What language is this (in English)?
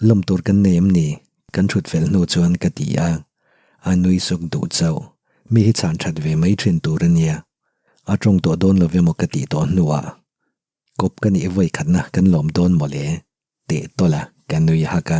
Mizo